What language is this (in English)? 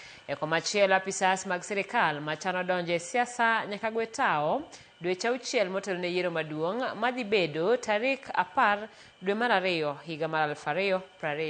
Luo (Kenya and Tanzania)